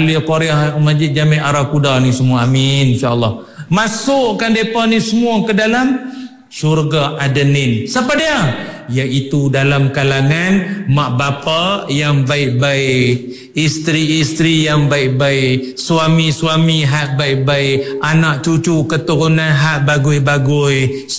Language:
Malay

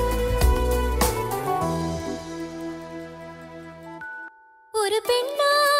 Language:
Tamil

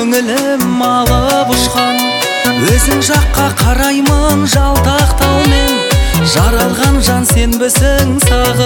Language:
Kazakh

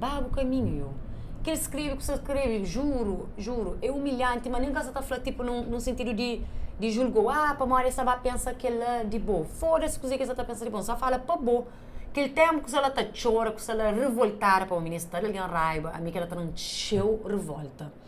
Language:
Kabuverdianu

